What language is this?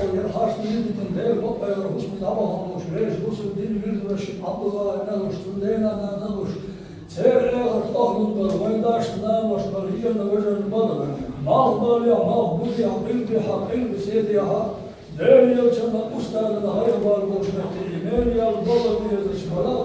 Chechen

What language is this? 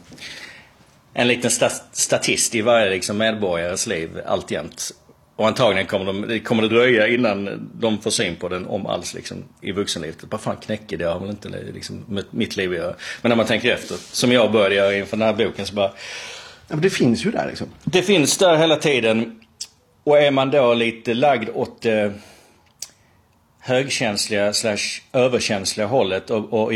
Swedish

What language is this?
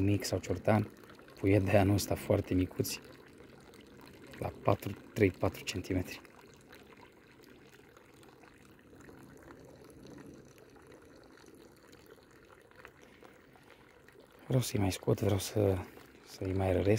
Romanian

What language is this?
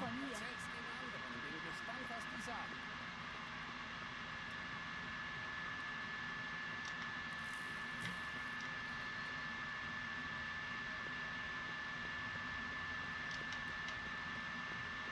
German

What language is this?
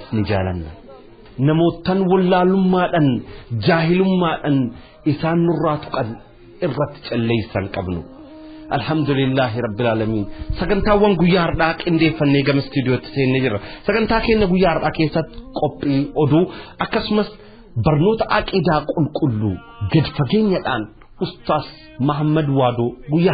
Oromo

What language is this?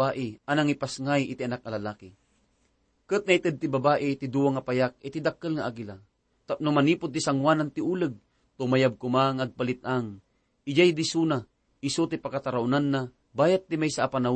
Iloko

